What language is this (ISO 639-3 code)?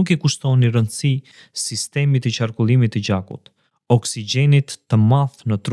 sqi